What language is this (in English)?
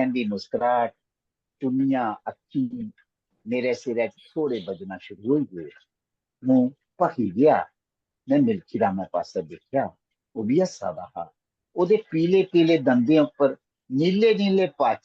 Dogri